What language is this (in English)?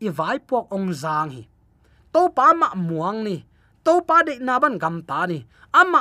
Tedim Chin